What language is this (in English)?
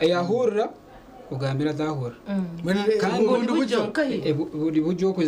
Nyankole